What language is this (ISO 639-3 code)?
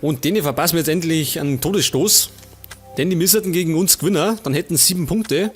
bar